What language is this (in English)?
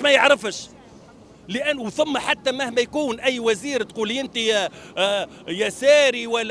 Tunisian Arabic